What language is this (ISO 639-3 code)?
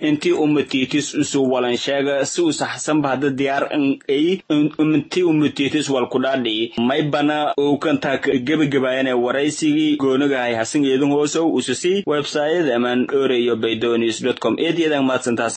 som